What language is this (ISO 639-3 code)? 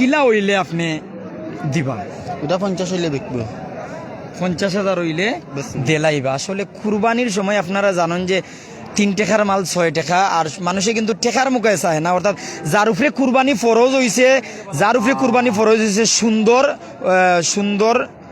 syl